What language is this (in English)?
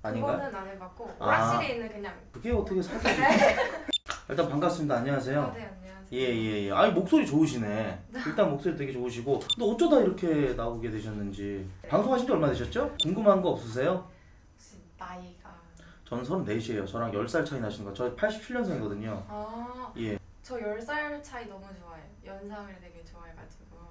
Korean